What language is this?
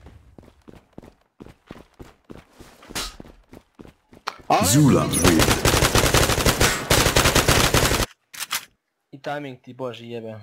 Croatian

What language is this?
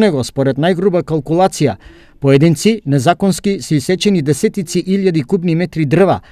Macedonian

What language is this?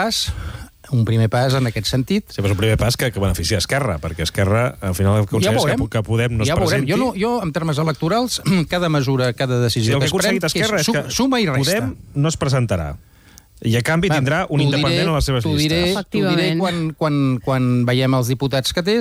Catalan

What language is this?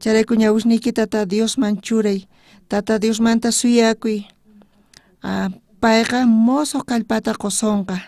South Bolivian Quechua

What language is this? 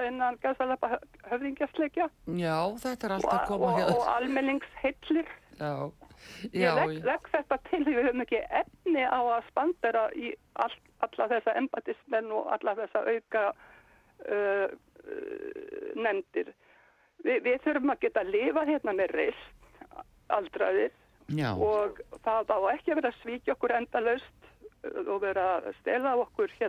Icelandic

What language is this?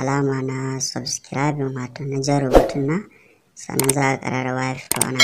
Hausa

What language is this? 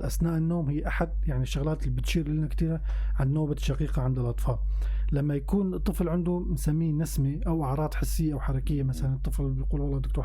North Levantine Arabic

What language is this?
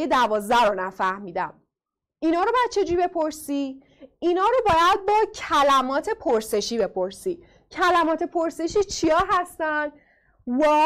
Persian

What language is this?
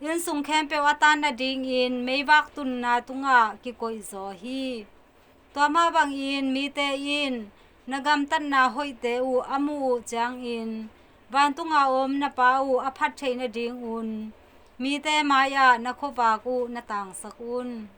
Tedim Chin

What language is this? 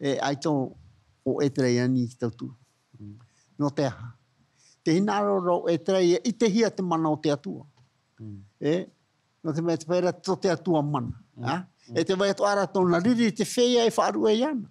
Tahitian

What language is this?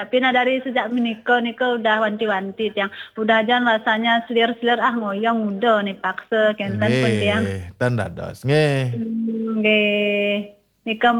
Balinese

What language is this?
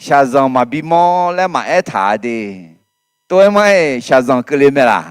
Akha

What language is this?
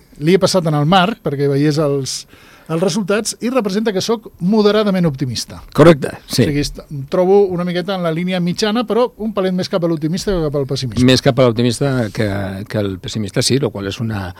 Catalan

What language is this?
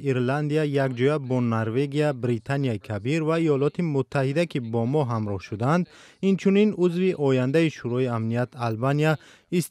Tajik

